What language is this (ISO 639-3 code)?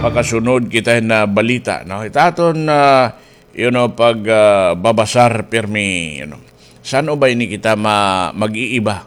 war